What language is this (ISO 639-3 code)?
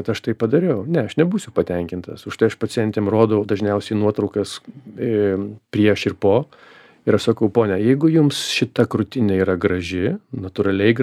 lit